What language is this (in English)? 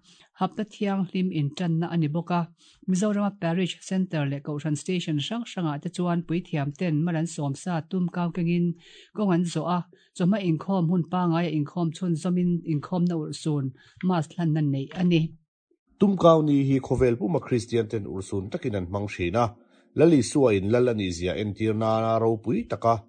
Mizo